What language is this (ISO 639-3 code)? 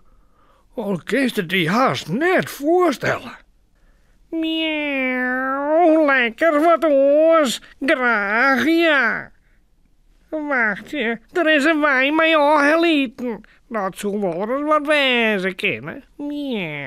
fry